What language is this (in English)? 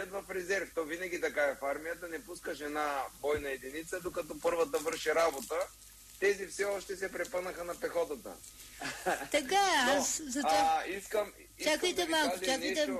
Bulgarian